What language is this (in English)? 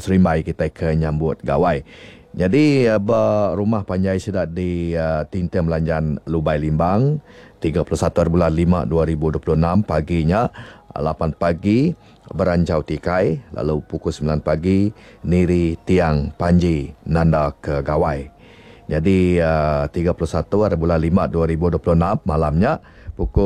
Iban